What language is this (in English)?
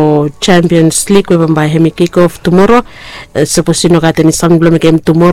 Bislama